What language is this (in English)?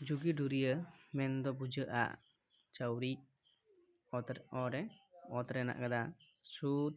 Santali